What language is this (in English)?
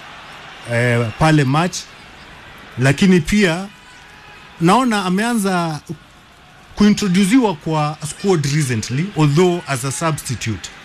Swahili